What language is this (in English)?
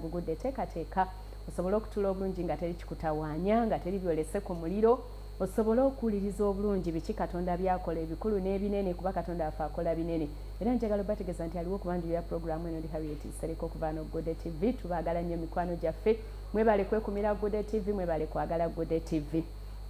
Ganda